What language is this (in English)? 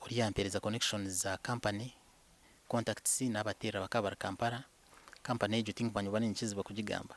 Nyankole